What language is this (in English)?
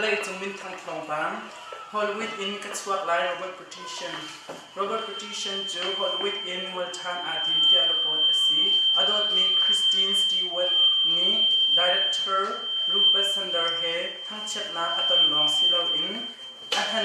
Hakha Chin